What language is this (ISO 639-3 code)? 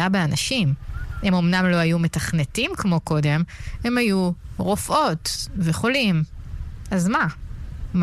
heb